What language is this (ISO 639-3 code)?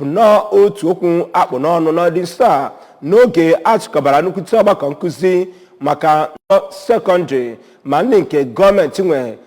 ibo